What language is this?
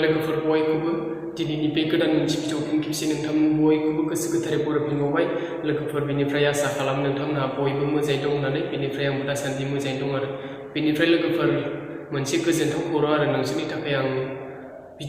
Bodo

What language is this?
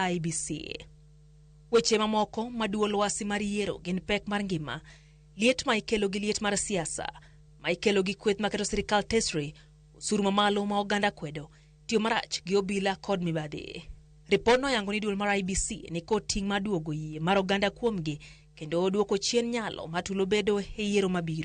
Luo (Kenya and Tanzania)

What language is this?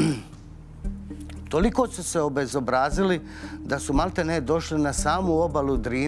Serbian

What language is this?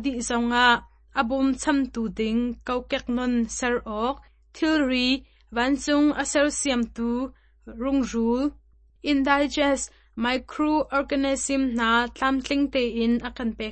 Hakha Chin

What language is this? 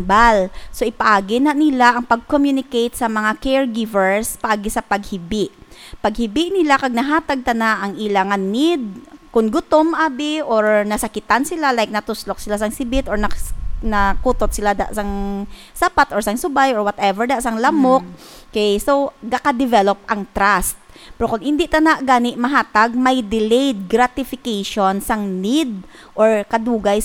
Hiligaynon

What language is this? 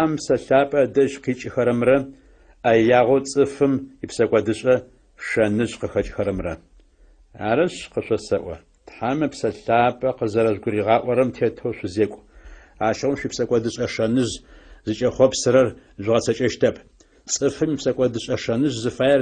Adyghe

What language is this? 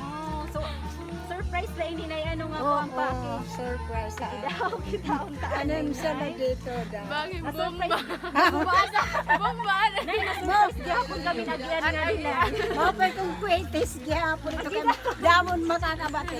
Waray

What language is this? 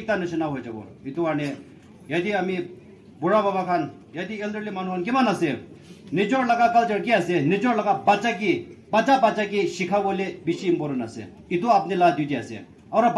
Naga Pidgin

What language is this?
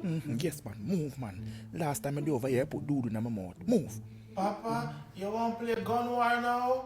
Jamaican Creole English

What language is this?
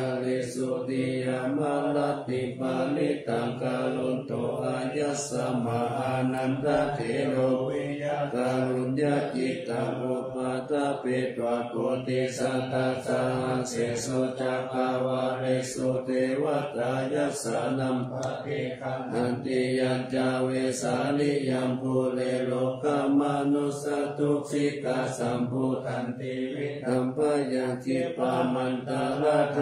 Pali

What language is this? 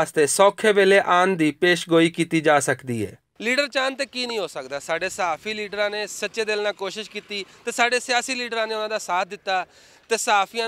Western Panjabi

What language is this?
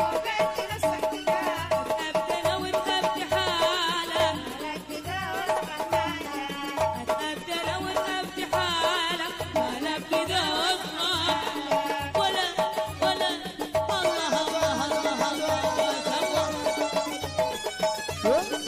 Arabic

